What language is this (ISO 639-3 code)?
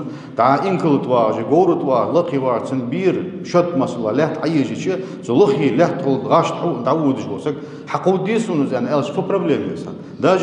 inh